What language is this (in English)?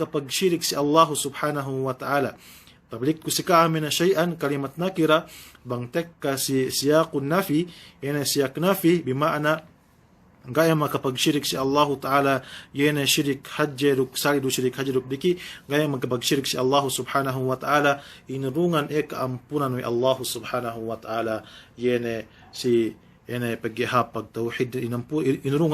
Yakan